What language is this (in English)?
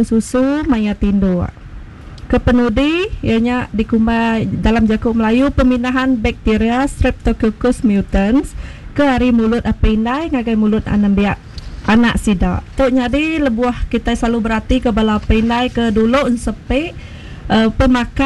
Iban